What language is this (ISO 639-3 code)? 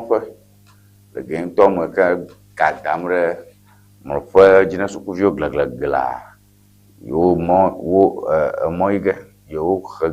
ewe